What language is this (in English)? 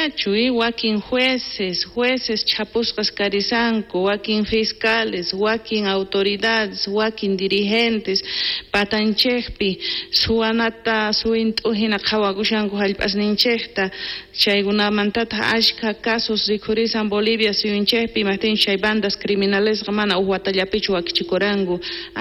South Bolivian Quechua